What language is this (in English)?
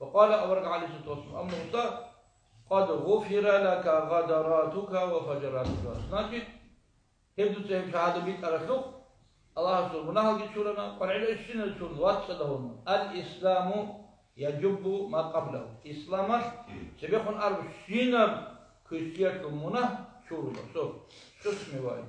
Avaric